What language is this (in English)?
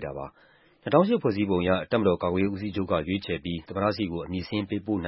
Burmese